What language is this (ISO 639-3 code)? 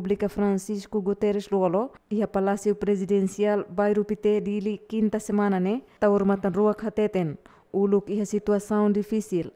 tet